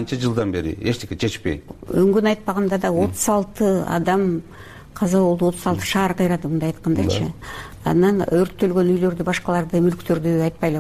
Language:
Kyrgyz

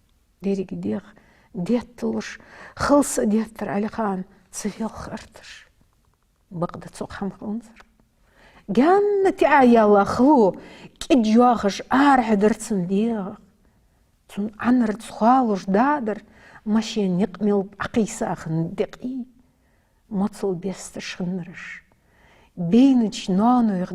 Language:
Ingush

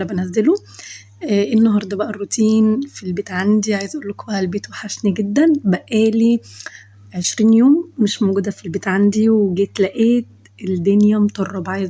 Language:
Egyptian Arabic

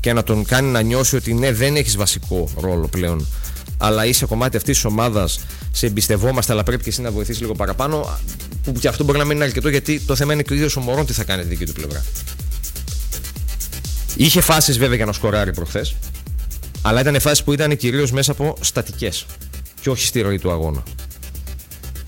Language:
Greek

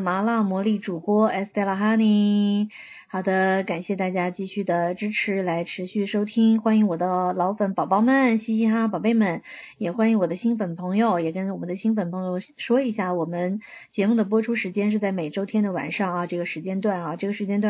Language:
Chinese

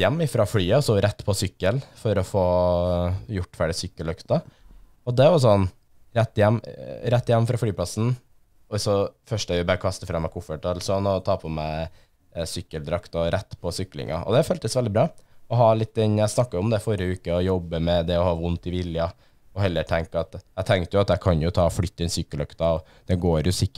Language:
Norwegian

